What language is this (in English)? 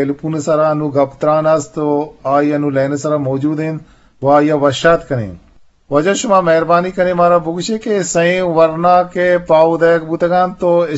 Eastern Balochi